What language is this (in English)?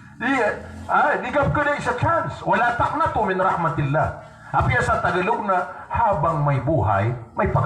Maranao